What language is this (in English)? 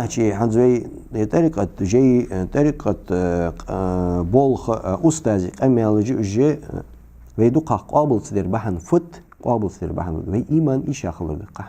Ingush